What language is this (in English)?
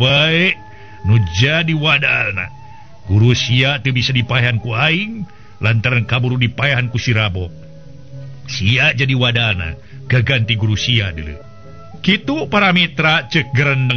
Sundanese